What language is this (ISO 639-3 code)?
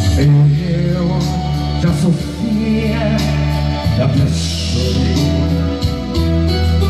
por